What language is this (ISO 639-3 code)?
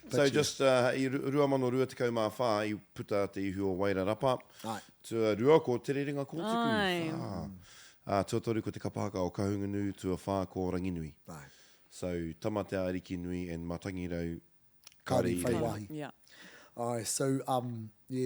mri